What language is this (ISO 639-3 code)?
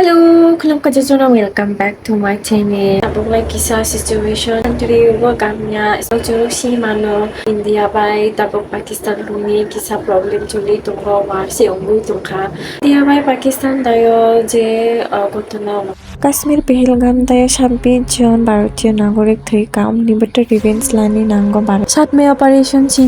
trp